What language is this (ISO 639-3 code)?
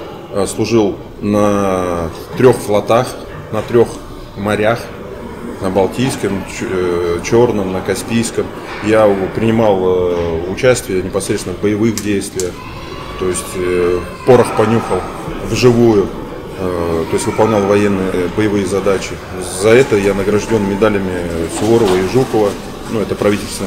rus